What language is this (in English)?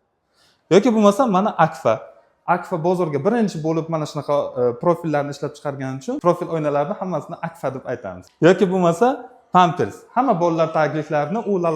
Uzbek